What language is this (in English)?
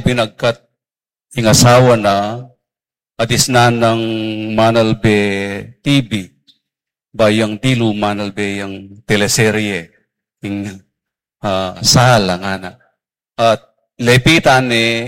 Pampanga